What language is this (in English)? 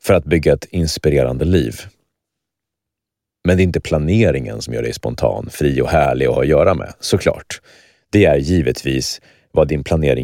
Swedish